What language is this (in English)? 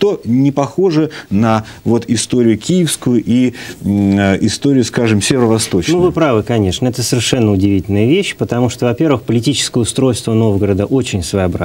Russian